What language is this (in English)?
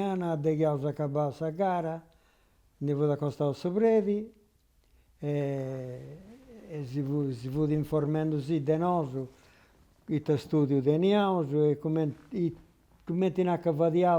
Sardinian